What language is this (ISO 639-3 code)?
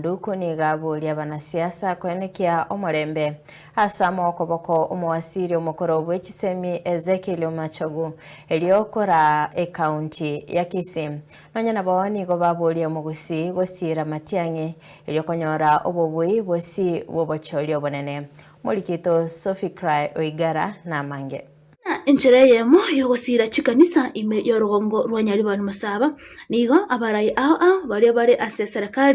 guz